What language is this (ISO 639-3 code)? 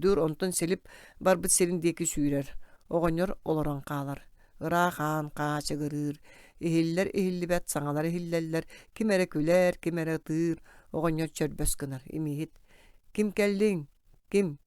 sah